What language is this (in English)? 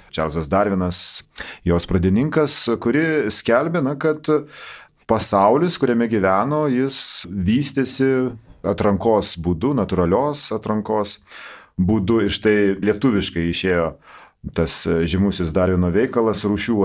Lithuanian